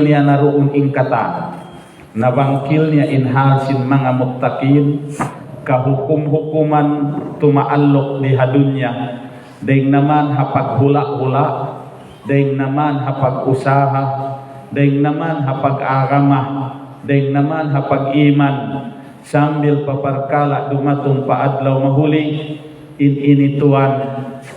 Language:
Tausug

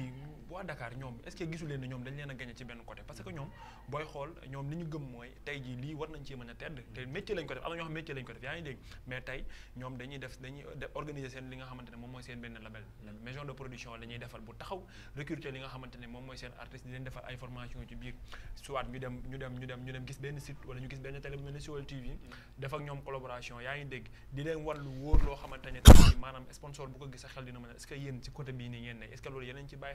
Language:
Wolof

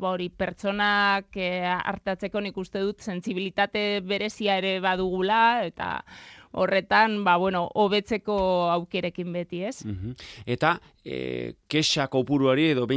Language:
Basque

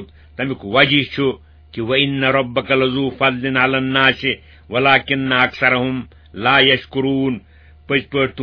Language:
Kashmiri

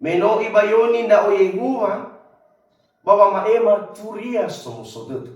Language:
Nias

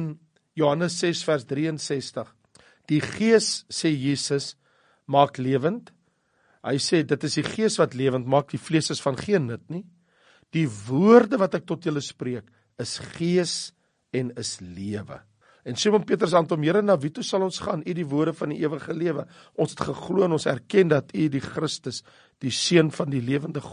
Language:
Afrikaans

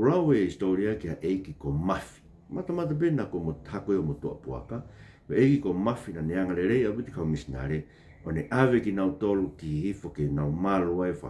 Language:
Tongan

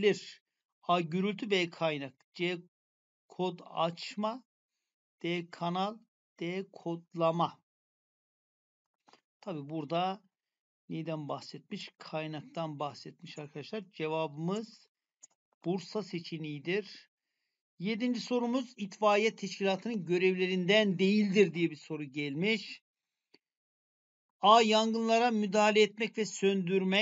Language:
Turkish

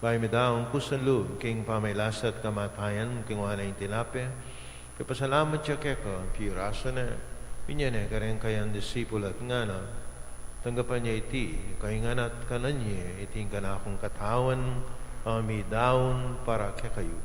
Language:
Pampanga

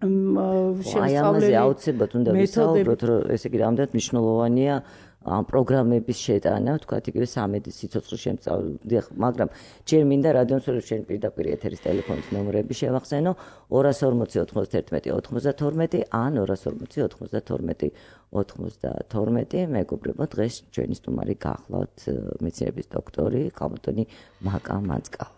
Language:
Georgian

